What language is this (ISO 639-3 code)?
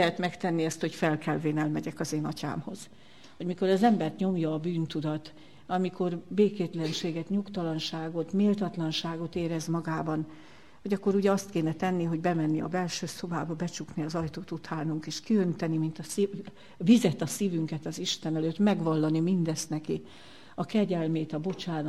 hun